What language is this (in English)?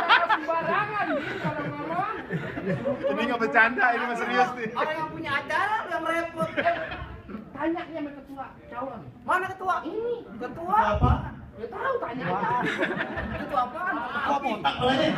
Betawi